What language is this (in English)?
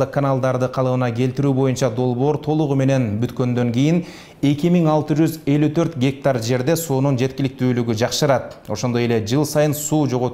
Kyrgyz